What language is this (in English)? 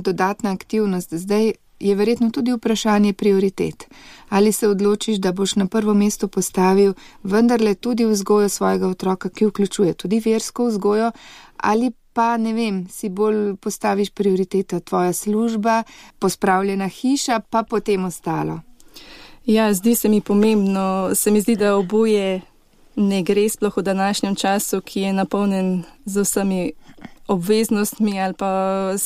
Slovenian